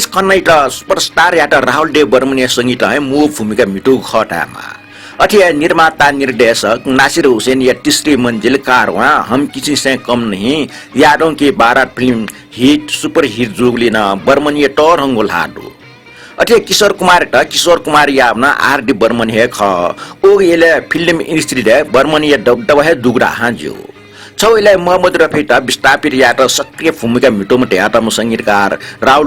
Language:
Newari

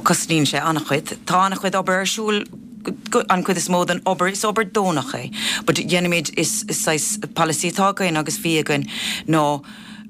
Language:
Irish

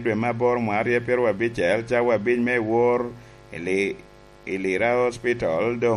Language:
Lango (Uganda)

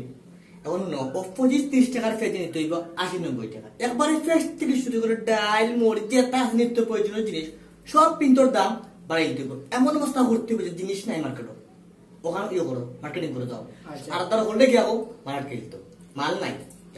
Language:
Sylheti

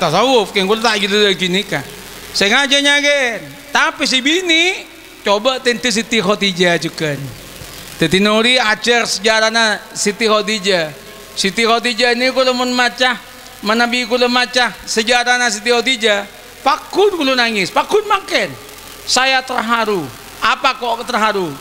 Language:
Madurese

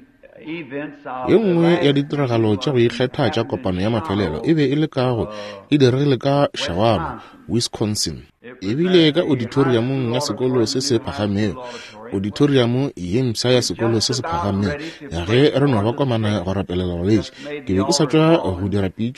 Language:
Northern Sotho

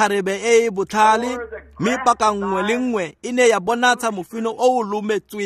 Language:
Tswana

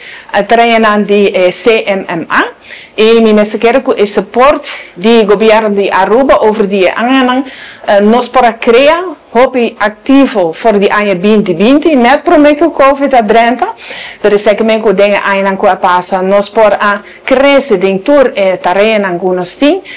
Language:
Papiamento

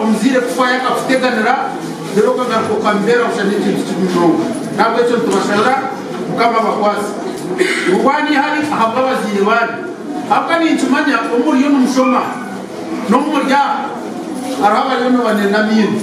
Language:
Nyankole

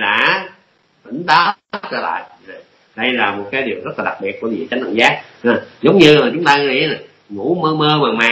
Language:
Vietnamese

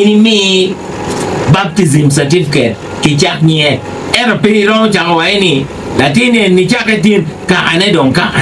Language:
Acoli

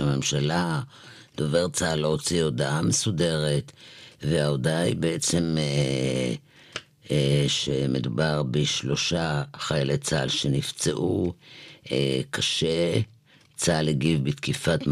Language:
Hebrew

